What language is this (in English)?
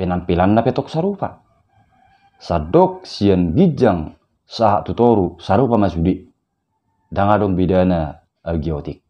Batak Toba